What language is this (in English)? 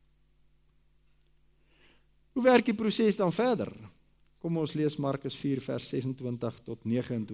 Afrikaans